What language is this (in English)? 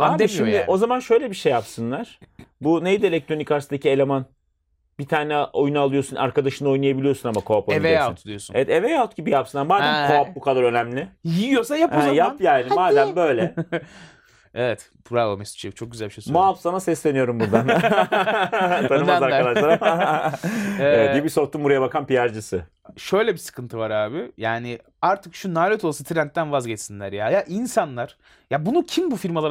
Turkish